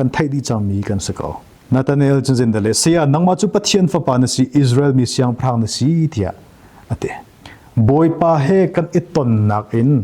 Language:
Hakha Chin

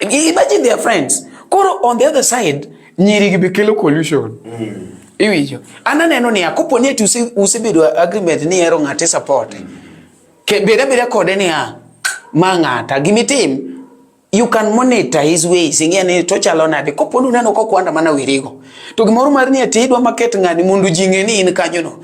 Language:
Luo (Kenya and Tanzania)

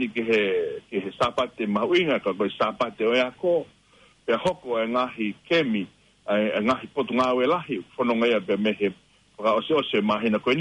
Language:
Tongan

